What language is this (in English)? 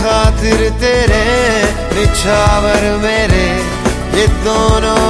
Hindi